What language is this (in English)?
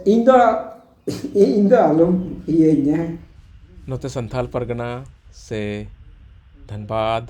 Santali